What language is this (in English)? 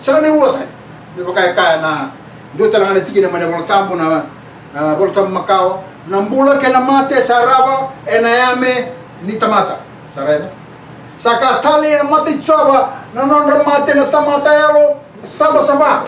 Fijian